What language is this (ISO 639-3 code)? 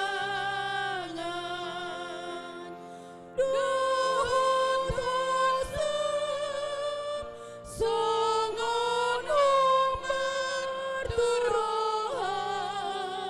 bbc